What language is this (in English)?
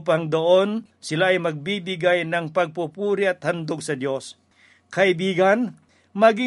Filipino